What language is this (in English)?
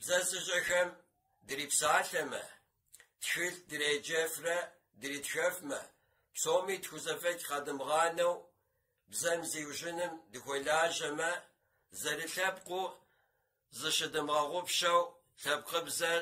Kabardian